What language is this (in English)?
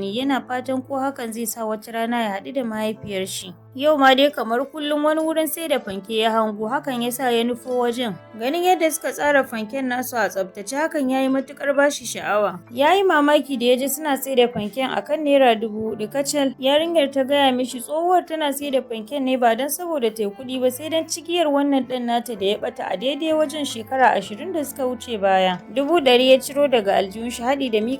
Hausa